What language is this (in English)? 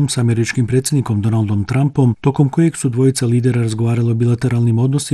Bosnian